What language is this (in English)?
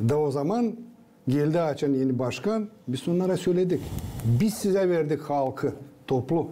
Gagauz